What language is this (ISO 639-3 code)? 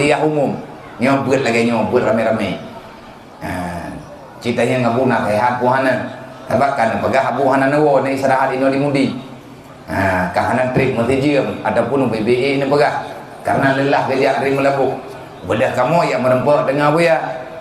ace